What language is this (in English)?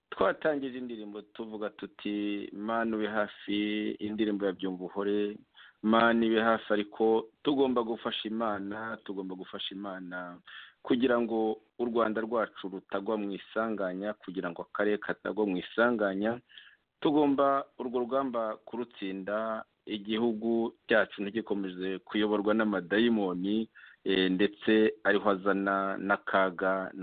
Kinyarwanda